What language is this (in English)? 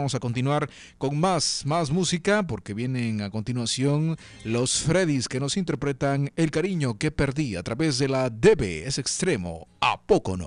Spanish